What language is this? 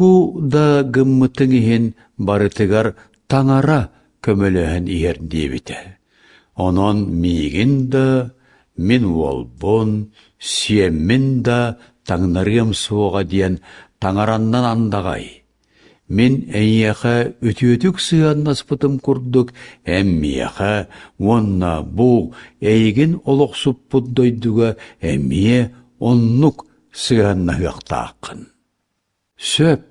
Yakut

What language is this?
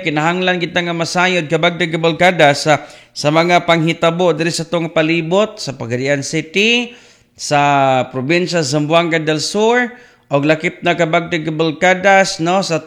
Cebuano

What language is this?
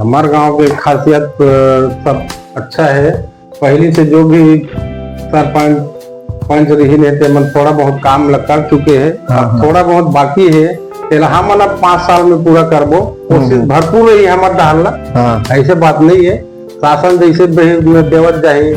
Chhattisgarhi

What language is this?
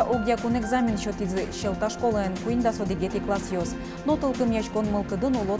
Udmurt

